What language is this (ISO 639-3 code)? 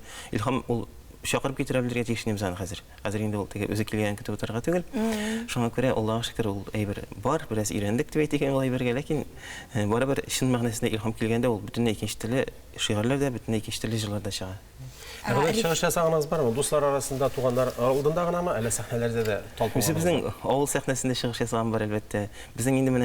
tat